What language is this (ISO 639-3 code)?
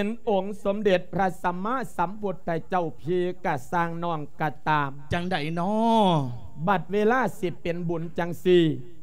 lao